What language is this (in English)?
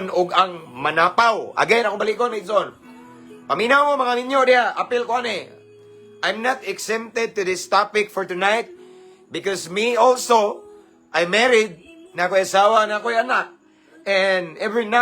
Cebuano